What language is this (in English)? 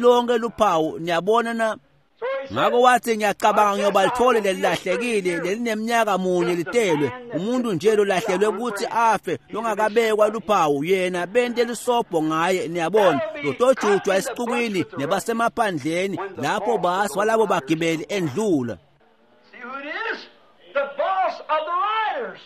Swati